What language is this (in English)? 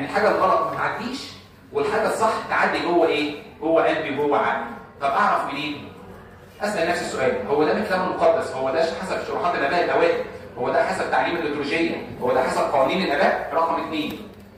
Egyptian Arabic